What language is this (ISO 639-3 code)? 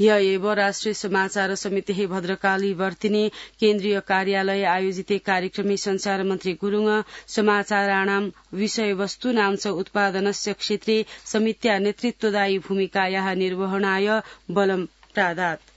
san